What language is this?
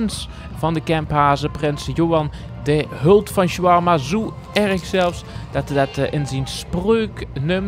Limburgish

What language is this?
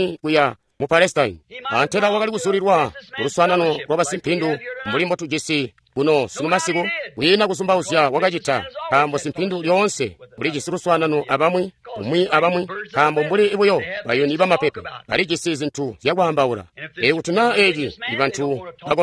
Tonga (Zambia)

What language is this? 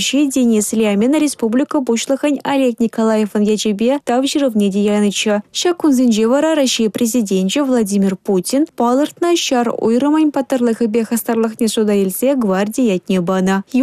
Chuvash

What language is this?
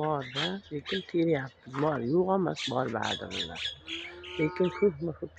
Uzbek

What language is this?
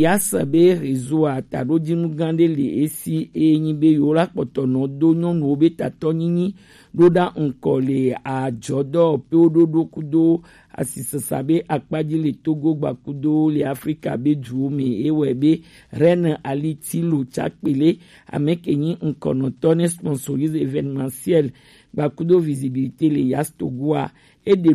Gen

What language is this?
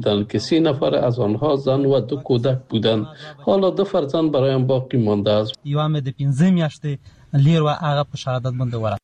Persian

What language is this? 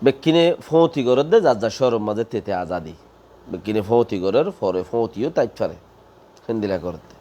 Rohingya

